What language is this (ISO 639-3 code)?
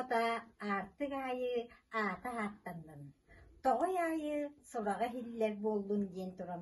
sah